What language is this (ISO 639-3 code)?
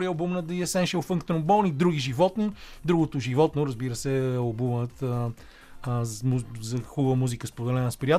bul